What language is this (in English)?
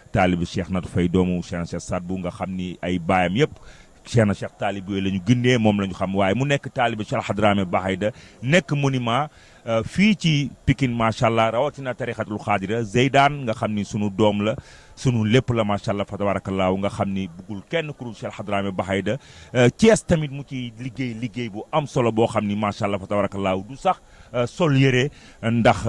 Wolof